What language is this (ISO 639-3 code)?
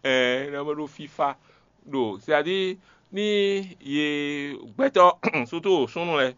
fon